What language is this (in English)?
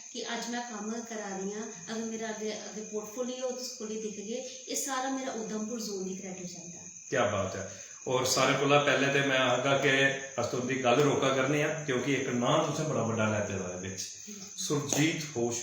Dogri